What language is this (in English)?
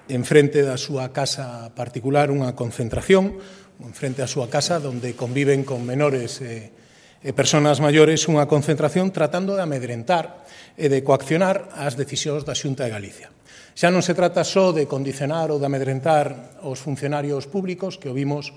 Galician